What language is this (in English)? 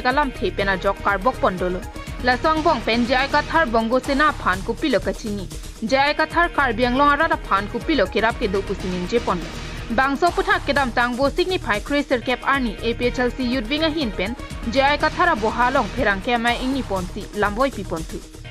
Karbi